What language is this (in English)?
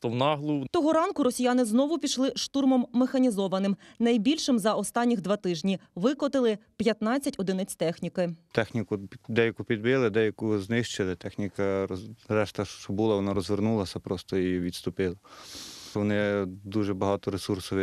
Ukrainian